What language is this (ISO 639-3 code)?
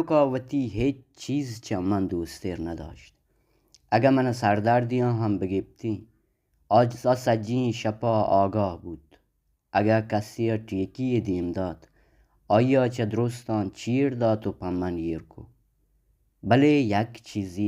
bal